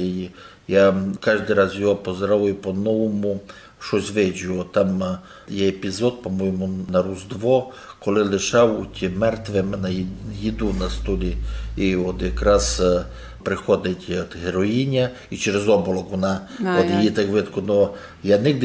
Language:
Rusyn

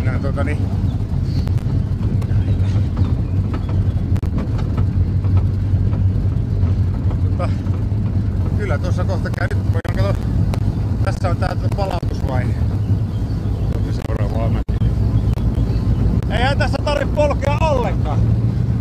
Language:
Finnish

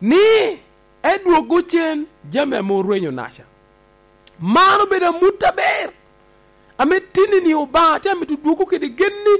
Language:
Lango (Uganda)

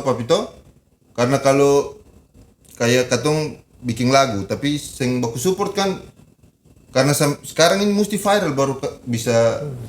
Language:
Ambonese Malay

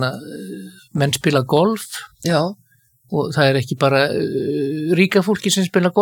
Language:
Icelandic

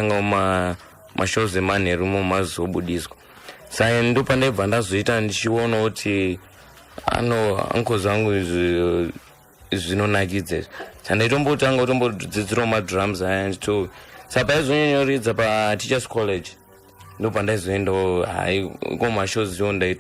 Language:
Shona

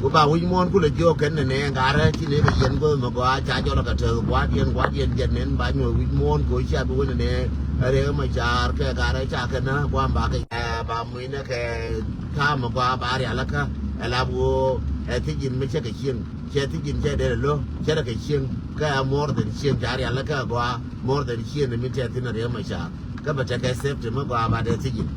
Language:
Nuer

